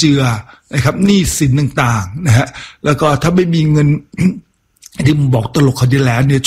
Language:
Thai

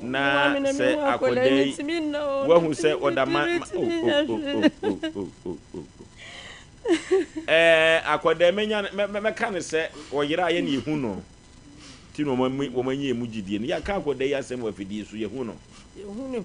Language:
Akan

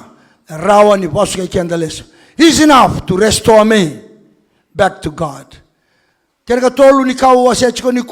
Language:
Fijian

